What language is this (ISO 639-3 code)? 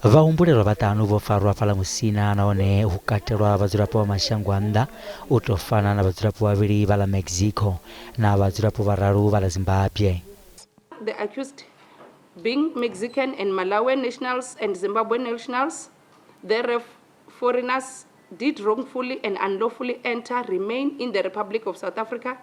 ven